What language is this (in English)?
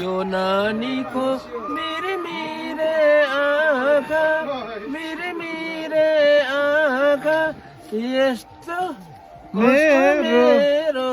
Nepali